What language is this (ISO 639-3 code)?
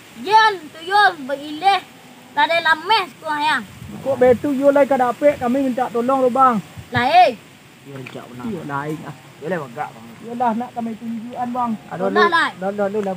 min